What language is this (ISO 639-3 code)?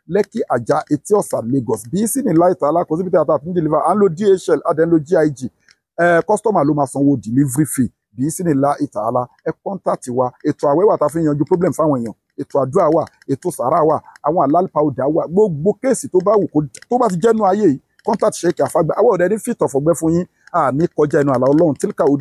yor